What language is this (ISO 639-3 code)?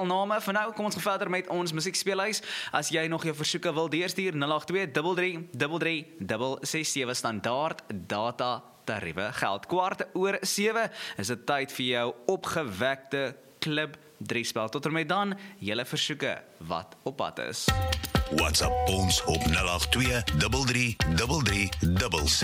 afr